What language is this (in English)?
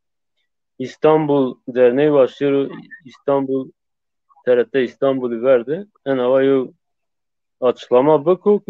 Zaza